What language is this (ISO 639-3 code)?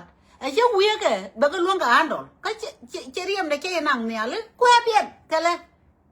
nus